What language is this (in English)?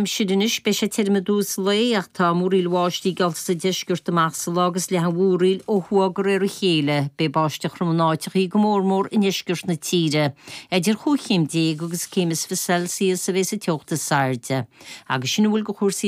Irish